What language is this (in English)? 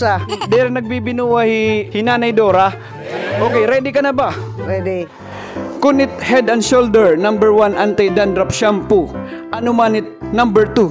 Waray